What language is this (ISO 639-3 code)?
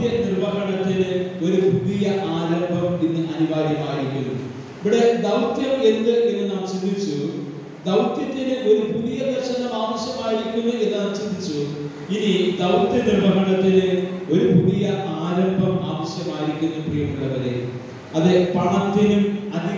mal